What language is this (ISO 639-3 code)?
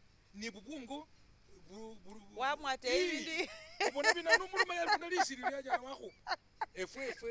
myx